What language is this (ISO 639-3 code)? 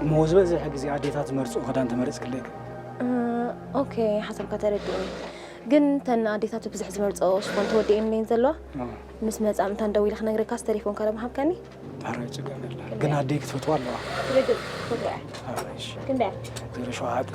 tir